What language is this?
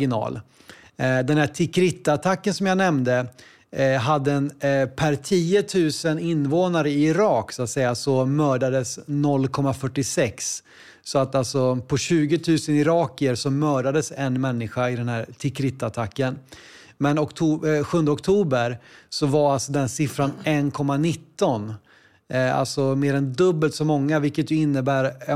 Swedish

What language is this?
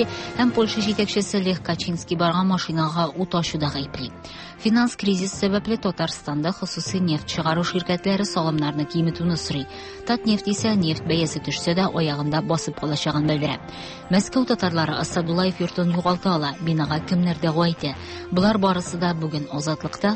Tatar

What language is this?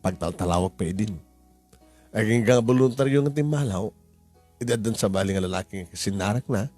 Iloko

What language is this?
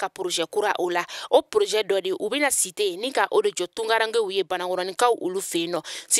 Bambara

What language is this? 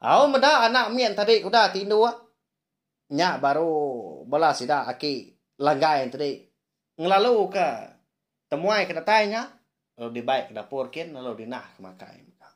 Iban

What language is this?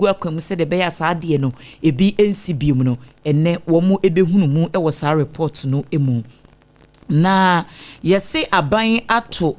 Akan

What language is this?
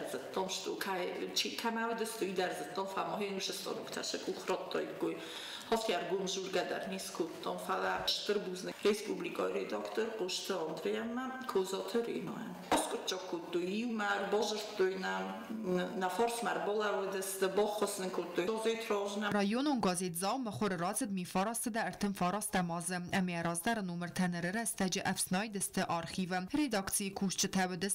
Ossetic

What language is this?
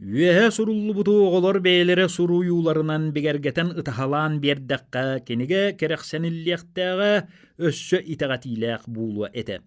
Yakut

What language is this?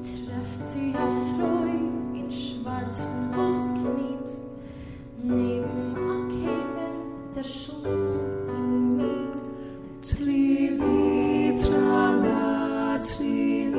Yiddish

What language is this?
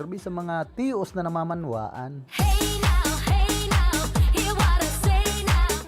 Bikol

